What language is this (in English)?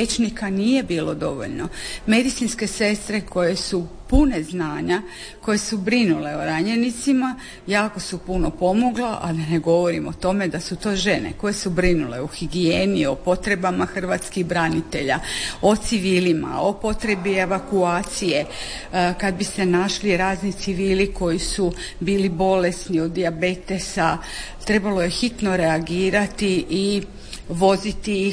Croatian